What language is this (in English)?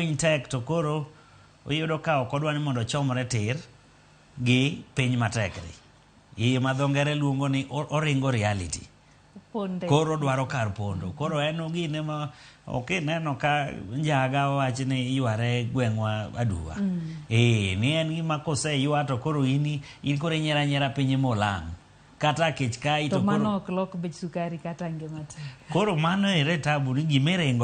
Luo (Kenya and Tanzania)